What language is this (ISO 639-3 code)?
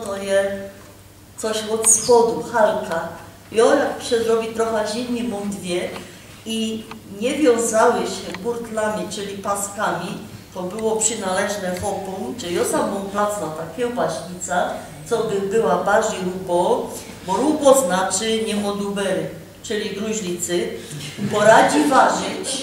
szl